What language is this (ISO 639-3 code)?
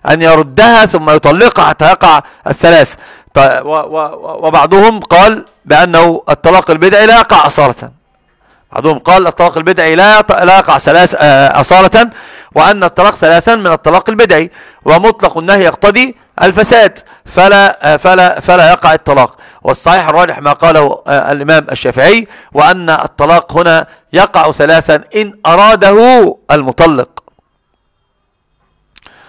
ara